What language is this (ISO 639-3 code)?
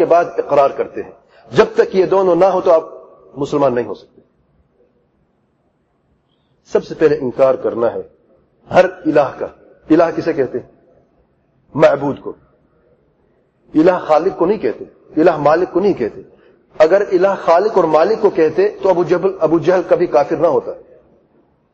urd